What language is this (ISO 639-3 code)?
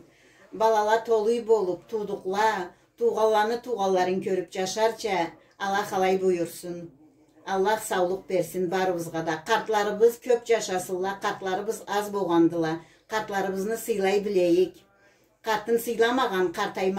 krc